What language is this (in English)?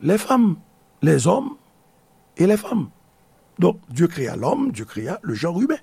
Haitian Creole